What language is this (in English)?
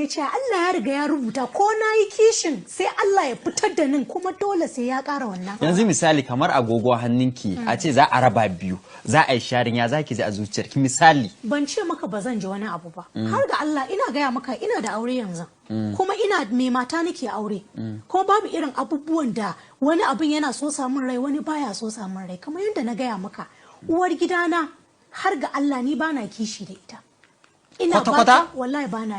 Hausa